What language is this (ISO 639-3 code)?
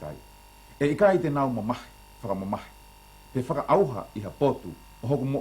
ton